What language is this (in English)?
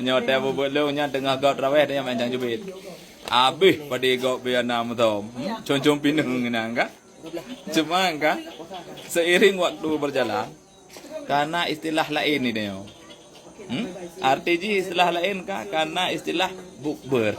Achinese